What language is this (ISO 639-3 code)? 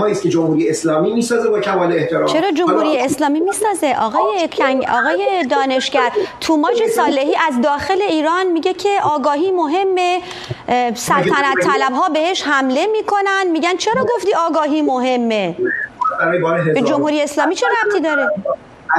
fas